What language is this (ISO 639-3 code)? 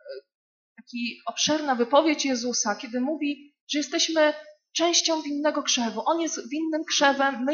pol